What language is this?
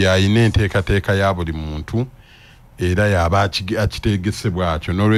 Ganda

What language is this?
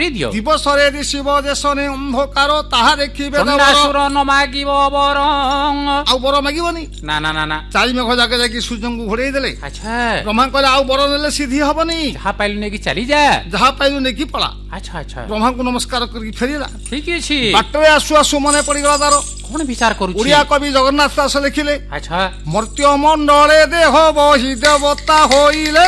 Odia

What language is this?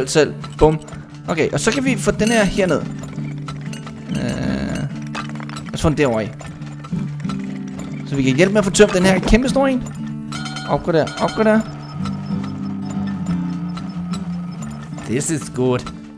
Danish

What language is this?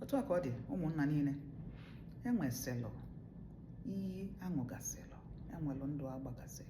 Igbo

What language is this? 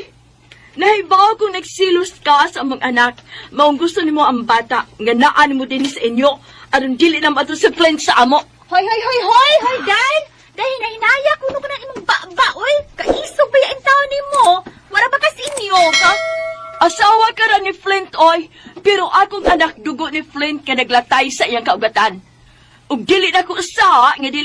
Cebuano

